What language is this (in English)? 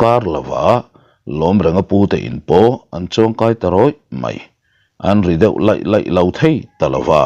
Mizo